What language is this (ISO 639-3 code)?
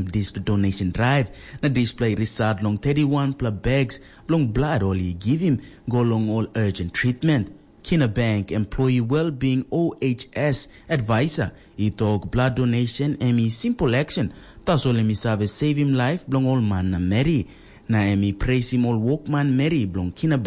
tpi